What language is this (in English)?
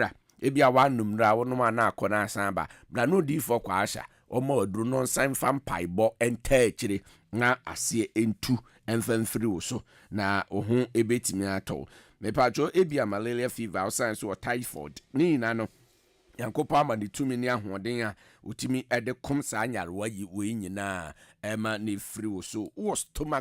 Akan